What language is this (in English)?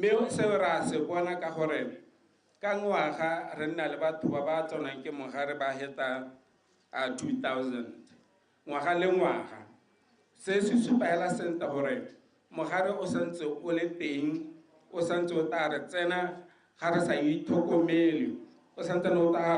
Tswana